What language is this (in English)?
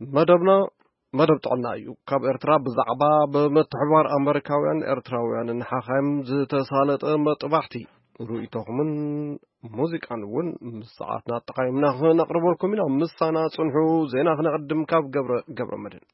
Tigrinya